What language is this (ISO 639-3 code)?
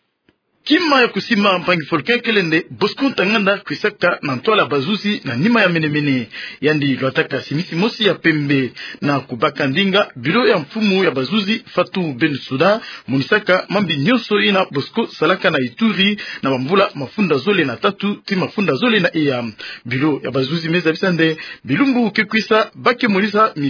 ktu